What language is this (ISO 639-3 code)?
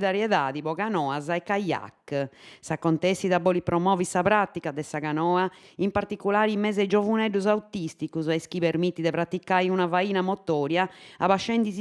srd